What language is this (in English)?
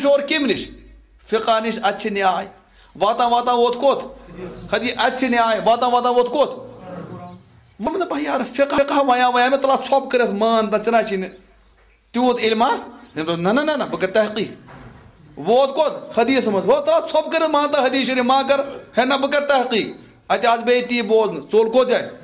Kashmiri